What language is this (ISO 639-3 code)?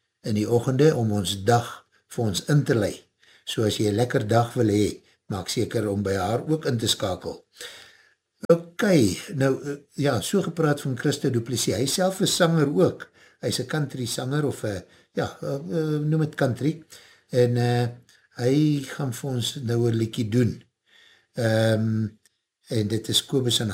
afr